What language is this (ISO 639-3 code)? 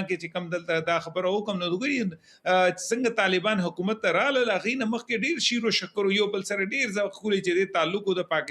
pus